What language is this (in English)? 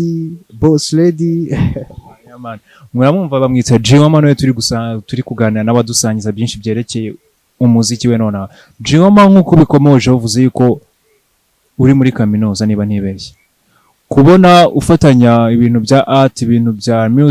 Kinyarwanda